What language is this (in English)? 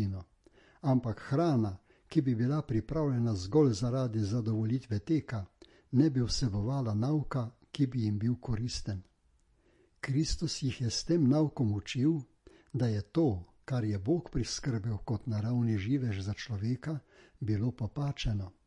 Slovenian